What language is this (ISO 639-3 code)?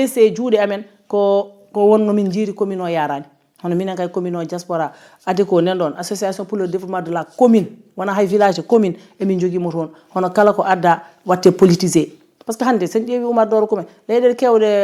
ful